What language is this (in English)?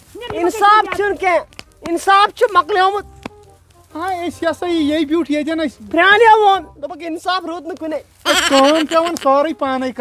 Kashmiri